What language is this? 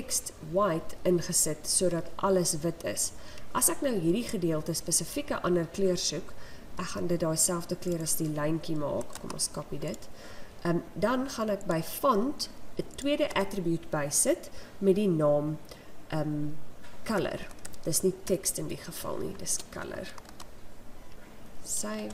Afrikaans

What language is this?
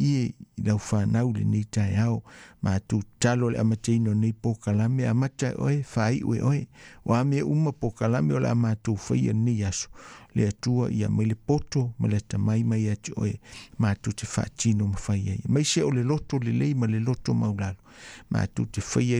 Samoan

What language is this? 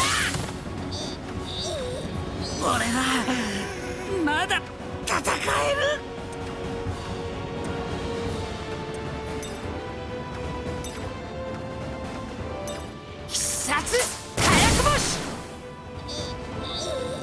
Japanese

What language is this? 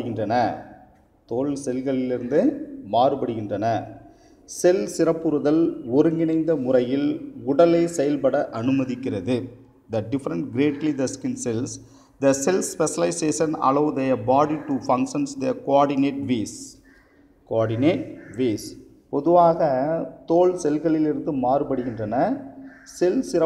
Tamil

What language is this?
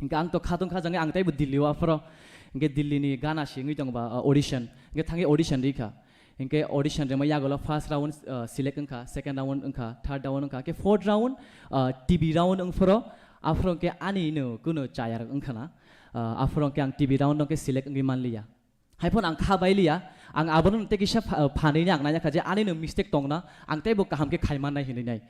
Kok Borok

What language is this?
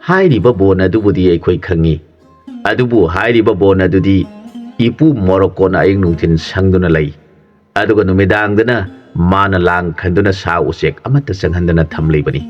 Manipuri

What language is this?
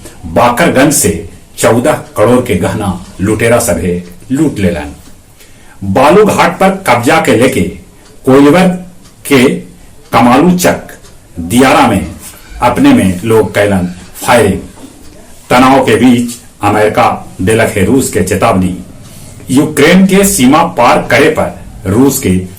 Magahi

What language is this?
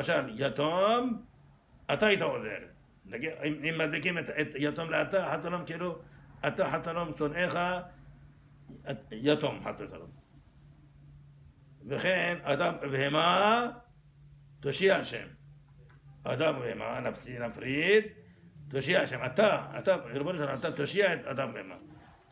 Hebrew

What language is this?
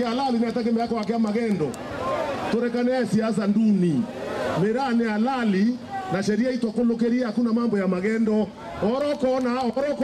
Meru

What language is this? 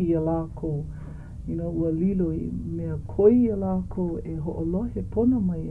Hawaiian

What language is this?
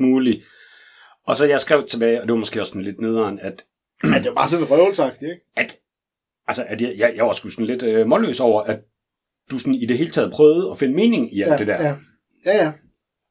Danish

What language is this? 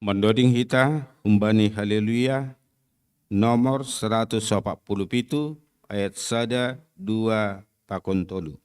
Batak Simalungun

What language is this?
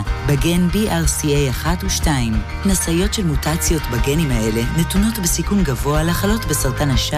Hebrew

